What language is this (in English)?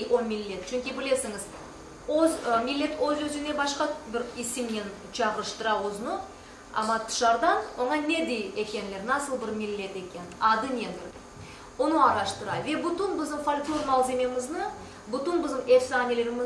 Crimean Tatar